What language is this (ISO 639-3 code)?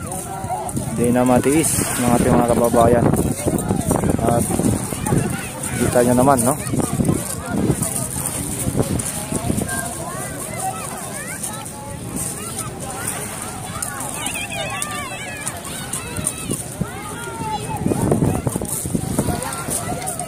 fil